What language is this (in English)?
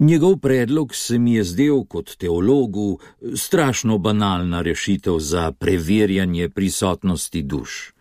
Slovenian